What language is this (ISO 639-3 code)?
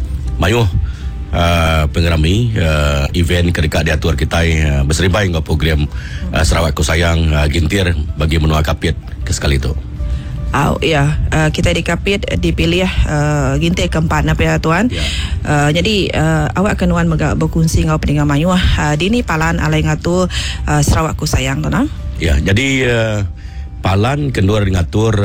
iba